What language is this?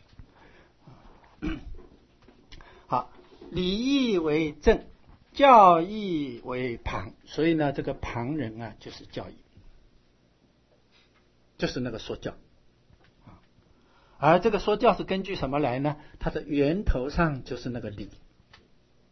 Chinese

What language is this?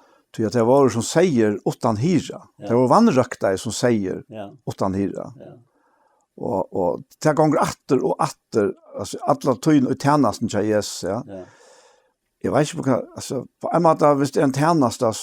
Faroese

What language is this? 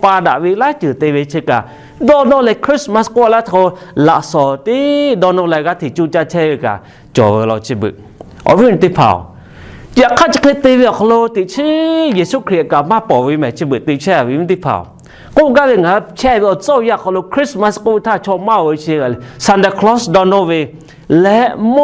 Lahu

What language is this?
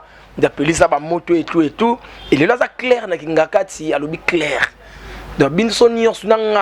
Lingala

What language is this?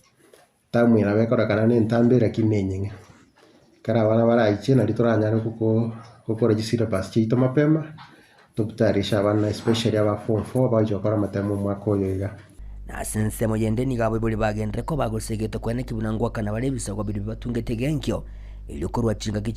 Gusii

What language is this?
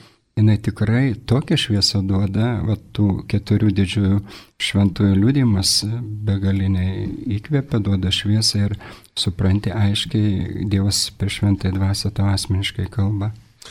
Lithuanian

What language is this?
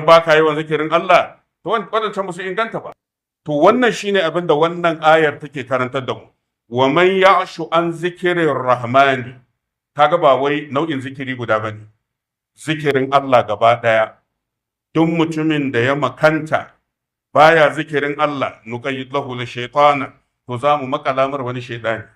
Hausa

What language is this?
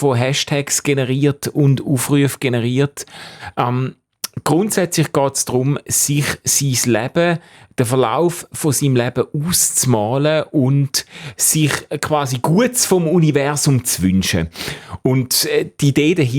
Swiss German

